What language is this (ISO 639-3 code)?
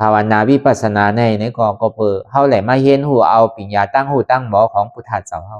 khb